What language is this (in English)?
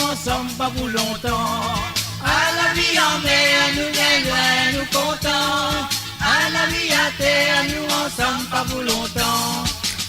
Morisyen